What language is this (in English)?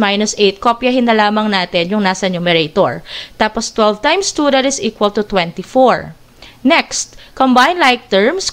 Filipino